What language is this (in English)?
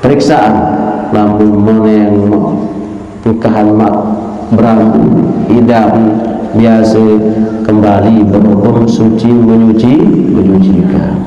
Sasak